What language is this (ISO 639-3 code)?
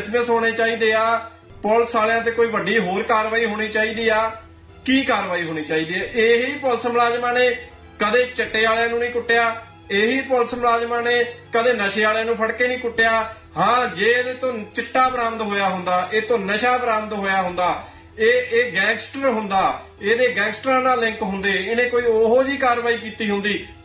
pan